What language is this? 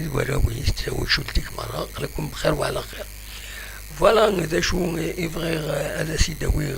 Kabyle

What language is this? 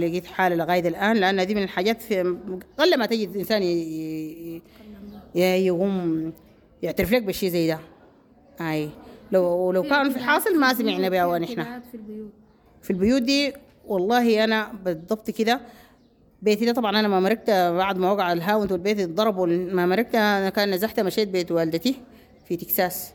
Sudanese Arabic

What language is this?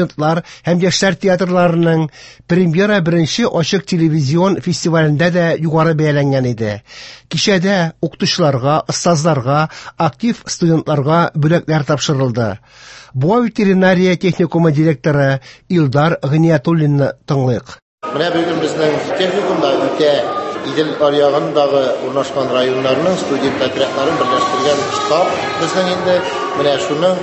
Tatar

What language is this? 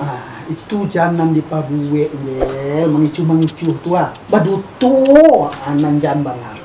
Minangkabau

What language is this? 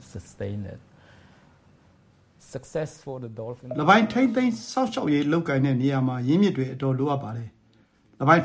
Burmese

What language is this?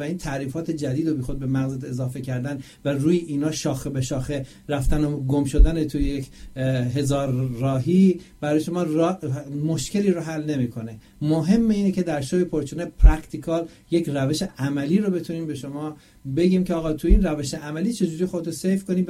Persian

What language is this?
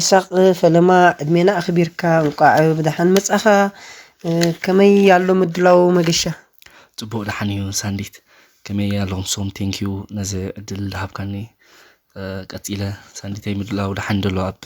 Tigrinya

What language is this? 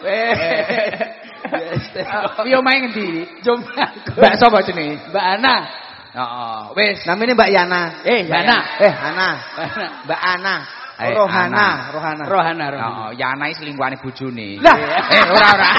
Javanese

